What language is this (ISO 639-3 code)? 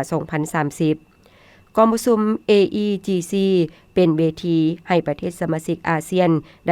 lao